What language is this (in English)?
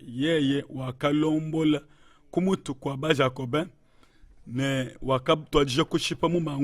Luba-Lulua